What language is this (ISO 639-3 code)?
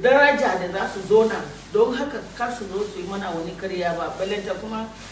hau